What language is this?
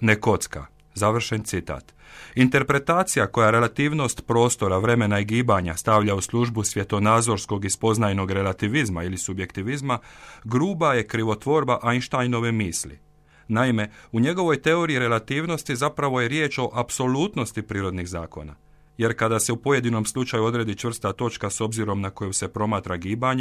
Croatian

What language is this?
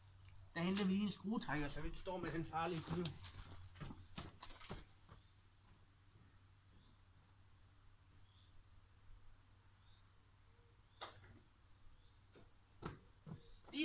Danish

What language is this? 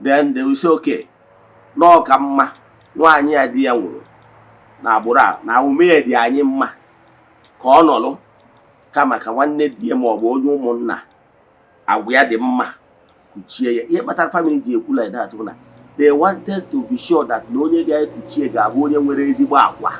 Igbo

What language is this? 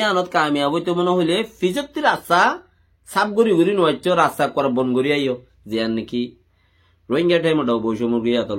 Rohingya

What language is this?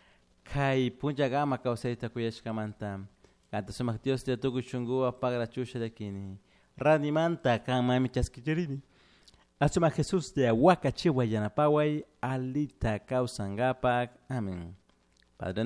Chimborazo Highland Quichua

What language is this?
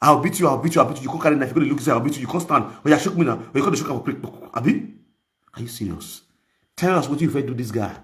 Nigerian Pidgin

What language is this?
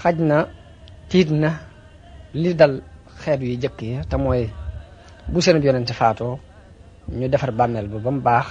Wolof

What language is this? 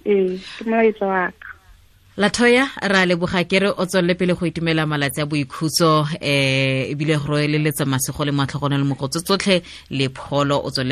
Tswana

